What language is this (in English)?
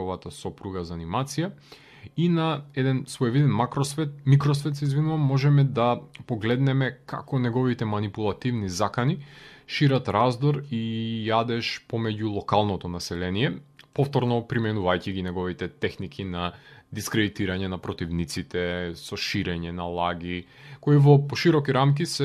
Macedonian